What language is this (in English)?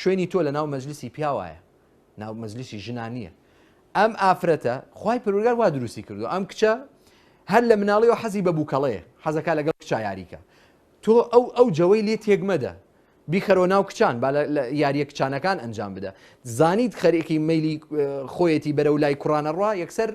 Central Kurdish